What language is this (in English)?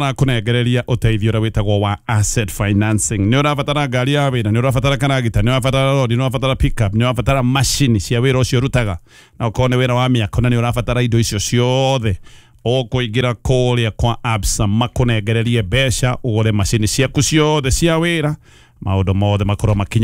Kikuyu